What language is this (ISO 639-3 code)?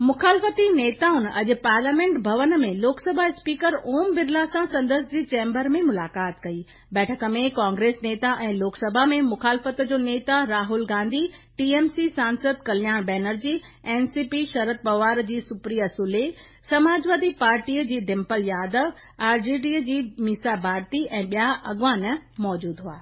snd